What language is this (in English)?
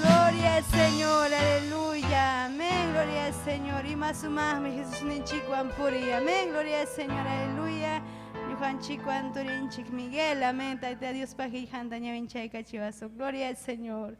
Ayacucho Quechua